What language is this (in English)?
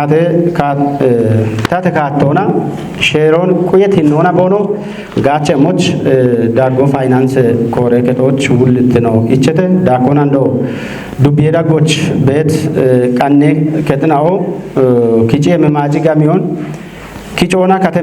Kafa